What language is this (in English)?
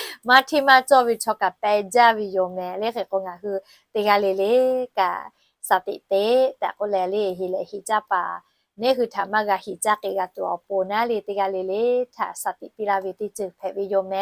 Lahu